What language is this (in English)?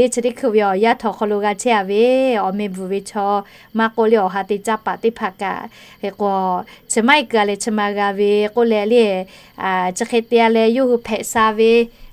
Lahu